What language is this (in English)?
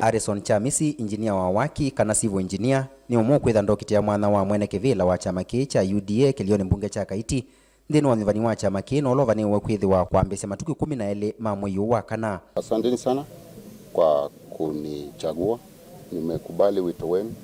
Kamba